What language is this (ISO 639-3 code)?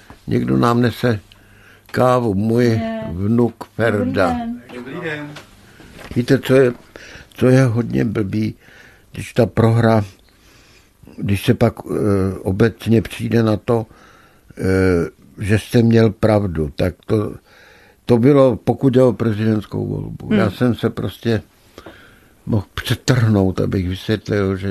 ces